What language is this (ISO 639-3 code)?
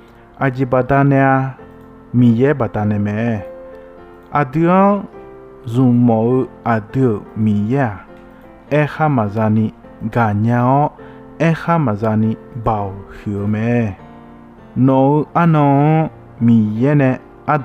ahk